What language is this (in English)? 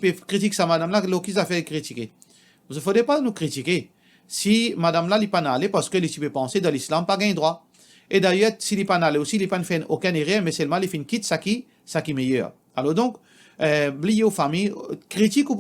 Morisyen